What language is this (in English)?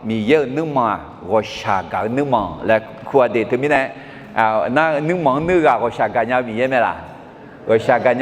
Akha